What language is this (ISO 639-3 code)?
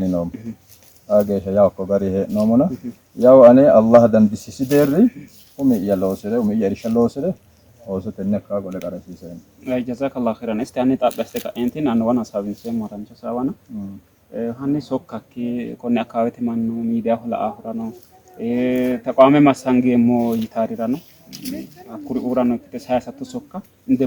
sid